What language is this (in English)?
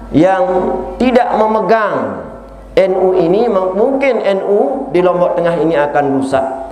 Sasak